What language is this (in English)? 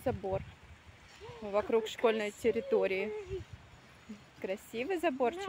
Russian